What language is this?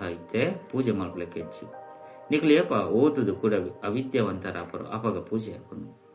Tulu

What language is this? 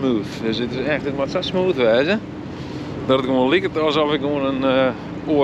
Western Frisian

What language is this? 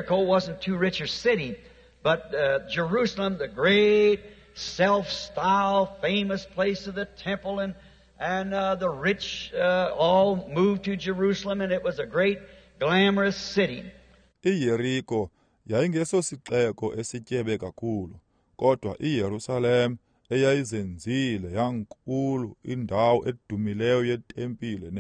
Xhosa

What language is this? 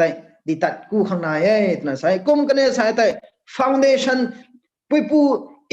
Rongmei Naga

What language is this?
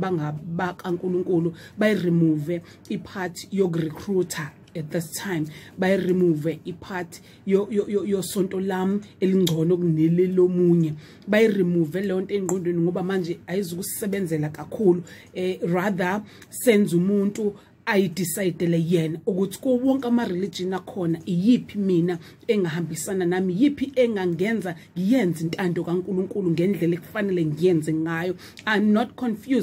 Zulu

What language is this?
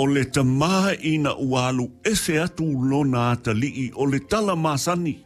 Samoan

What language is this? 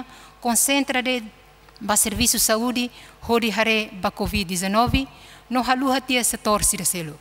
Tetum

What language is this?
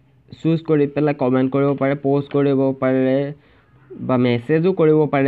Assamese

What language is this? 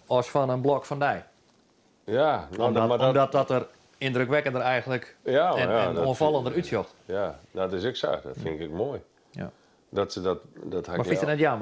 Western Frisian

